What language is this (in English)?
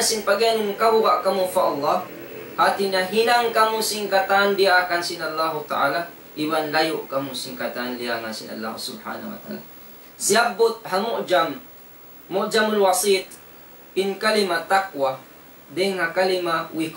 Tausug